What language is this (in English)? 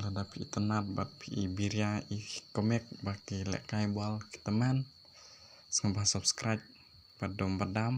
Khasi